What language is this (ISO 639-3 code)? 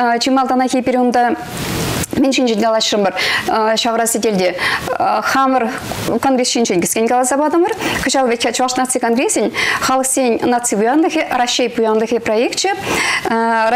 chv